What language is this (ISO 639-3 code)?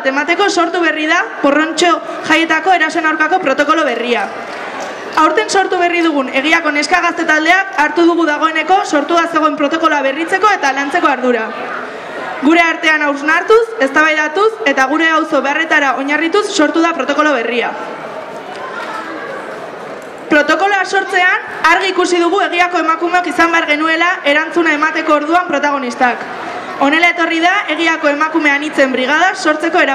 eus